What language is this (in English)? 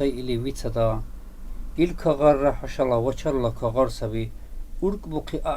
Dargwa